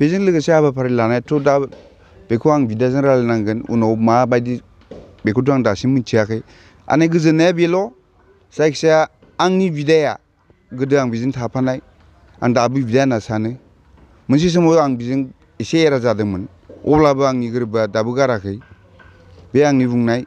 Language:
Bodo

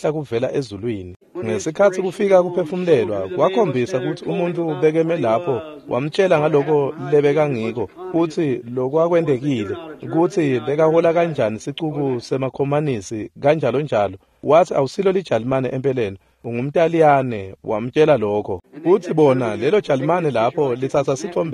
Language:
Swati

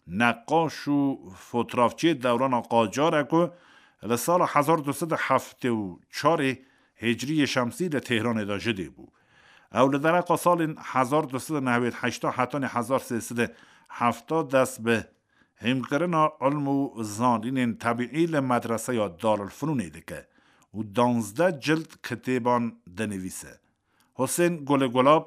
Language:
Kurdish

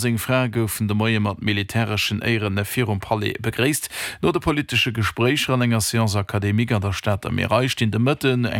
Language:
Luxembourgish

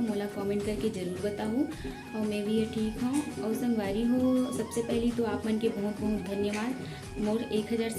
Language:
Chhattisgarhi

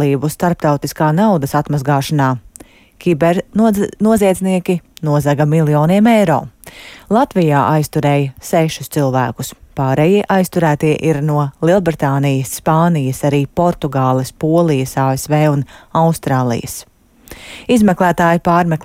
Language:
Latvian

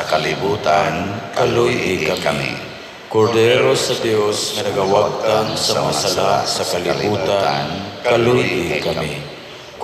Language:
Cebuano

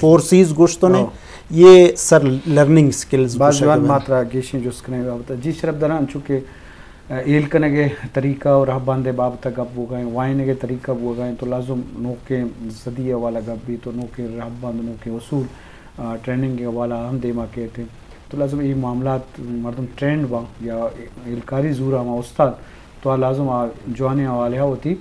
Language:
Eastern Balochi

